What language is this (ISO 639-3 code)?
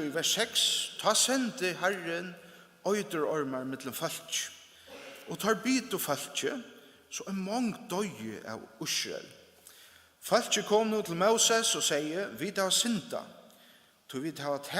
fao